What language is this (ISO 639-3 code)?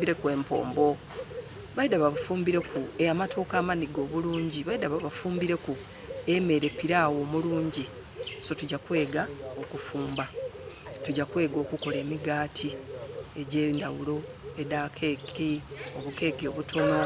xog